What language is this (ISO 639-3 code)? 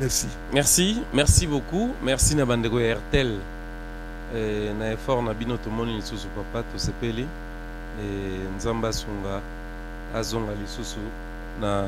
lin